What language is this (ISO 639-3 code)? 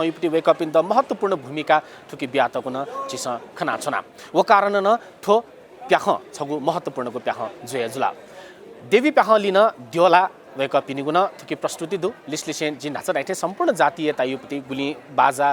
new